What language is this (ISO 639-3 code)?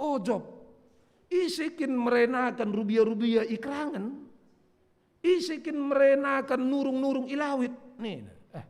btx